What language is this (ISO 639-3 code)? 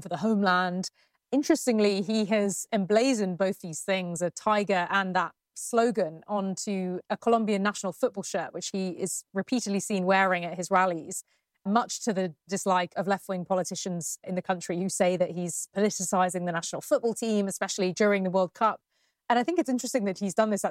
eng